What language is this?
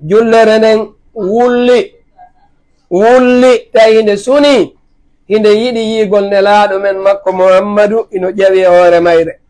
Fula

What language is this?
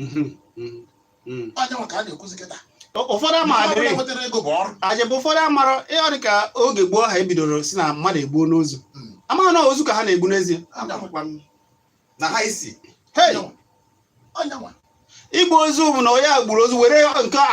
Igbo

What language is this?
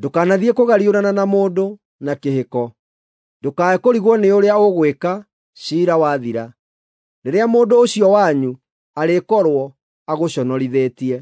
Kikuyu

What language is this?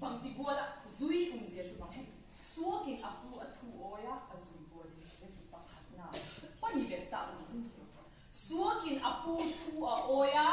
Vaiphei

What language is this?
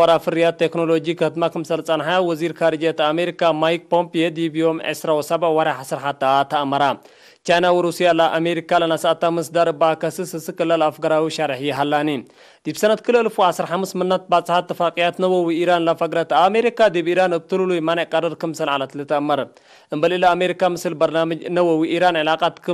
Tigre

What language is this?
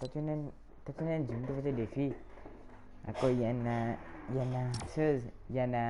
Morisyen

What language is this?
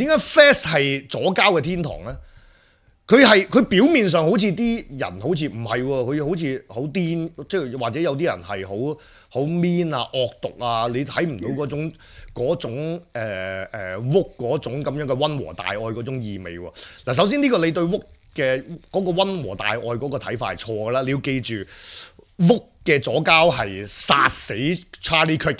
Cantonese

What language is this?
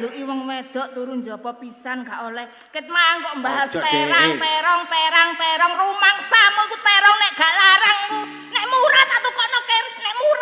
Javanese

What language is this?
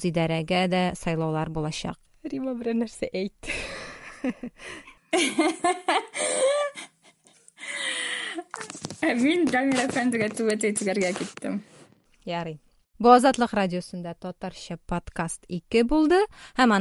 Tatar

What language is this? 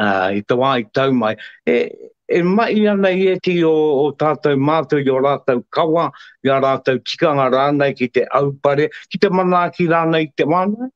Māori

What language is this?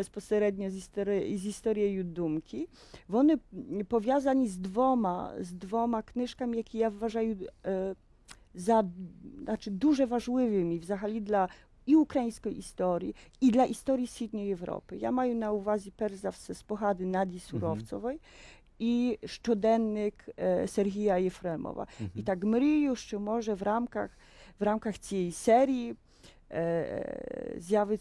Ukrainian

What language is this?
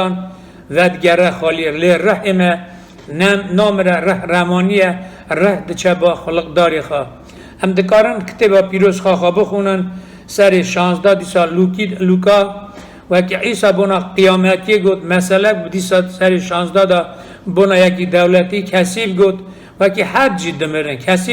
Kurdish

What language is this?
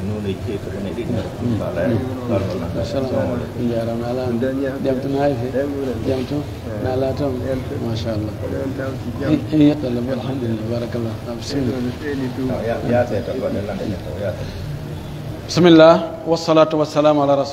Pular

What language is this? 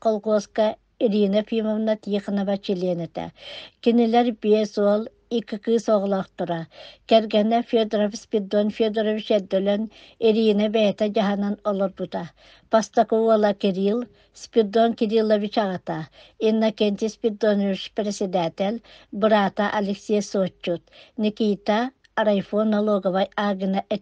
Yakut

